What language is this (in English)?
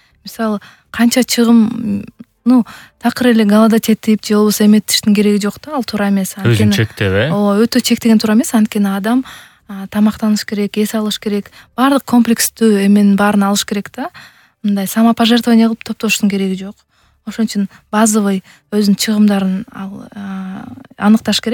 Kyrgyz